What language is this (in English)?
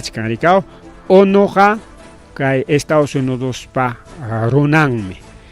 Ayacucho Quechua